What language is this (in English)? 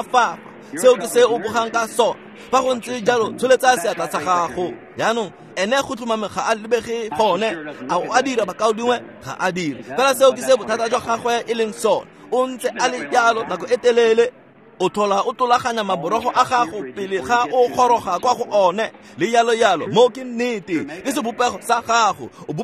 Tswana